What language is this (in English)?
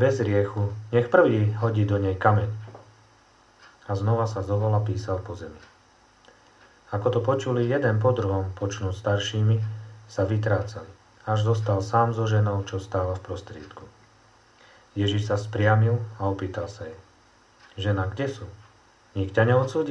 Slovak